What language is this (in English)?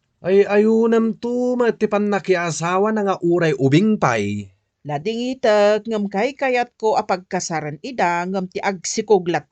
Iloko